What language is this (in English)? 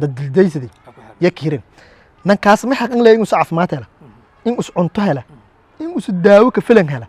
Somali